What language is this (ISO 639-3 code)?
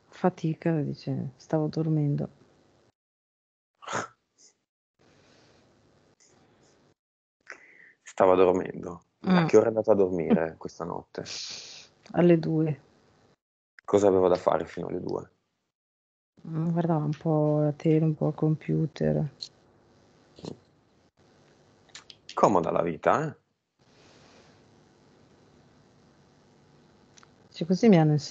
ita